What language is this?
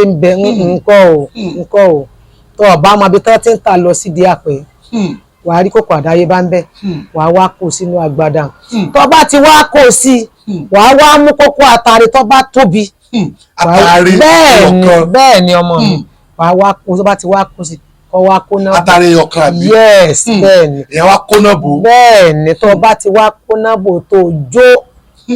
Yoruba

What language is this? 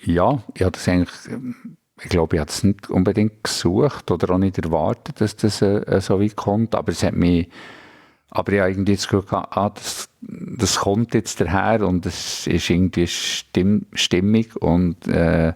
Swiss German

